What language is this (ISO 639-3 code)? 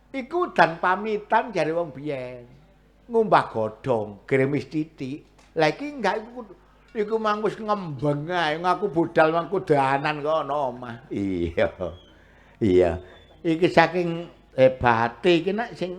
jav